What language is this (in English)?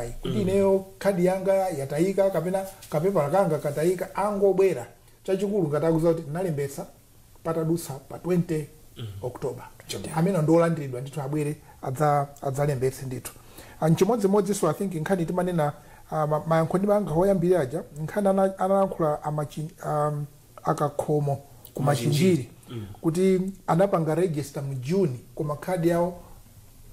Nyanja